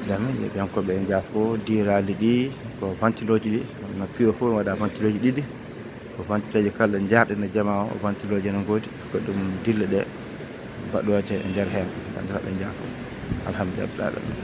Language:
Fula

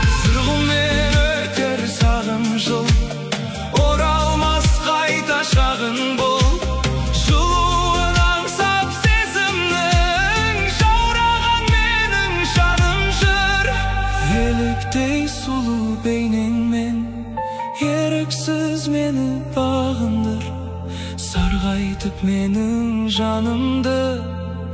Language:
Kazakh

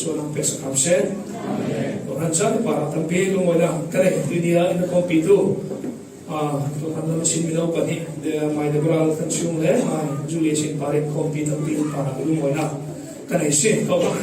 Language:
Falam Chin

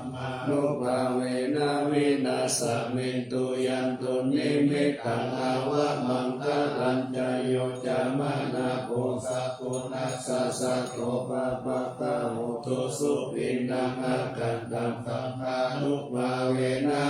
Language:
Pali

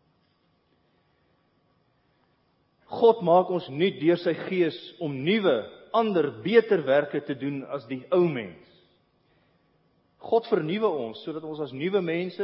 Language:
Afrikaans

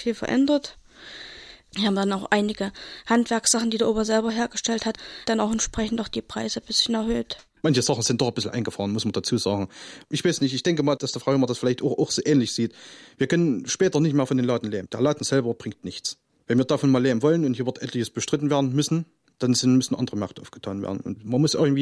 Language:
German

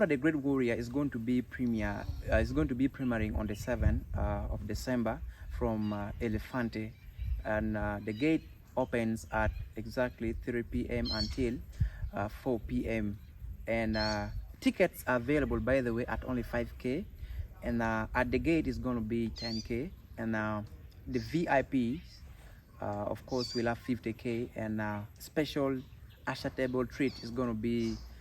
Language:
Acoli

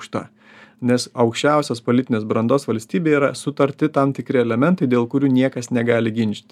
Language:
Lithuanian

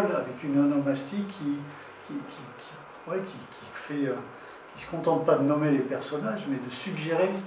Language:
French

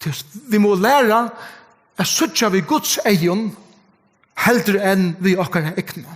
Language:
Faroese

